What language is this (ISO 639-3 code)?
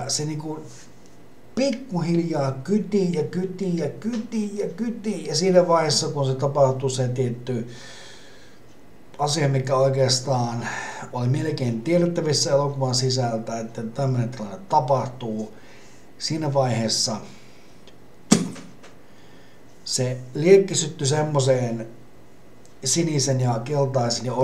fin